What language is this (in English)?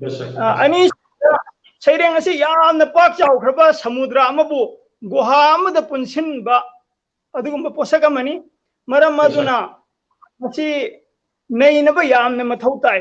Manipuri